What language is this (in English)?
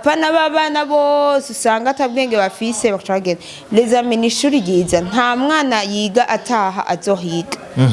Rundi